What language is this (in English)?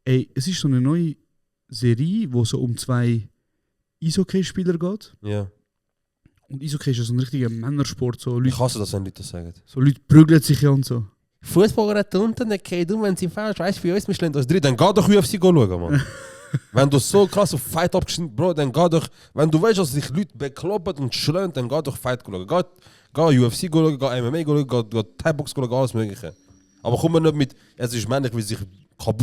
Swiss German